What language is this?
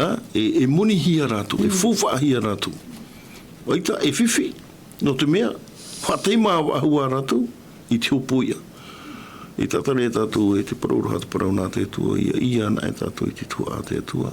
Tahitian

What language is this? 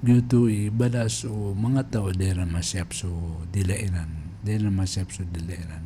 Maranao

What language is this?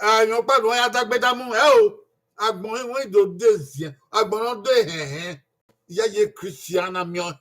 Bini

